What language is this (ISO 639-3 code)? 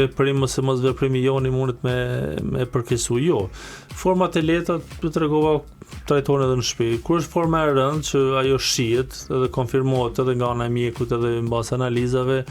sqi